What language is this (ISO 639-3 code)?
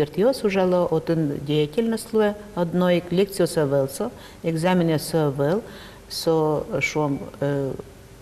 udm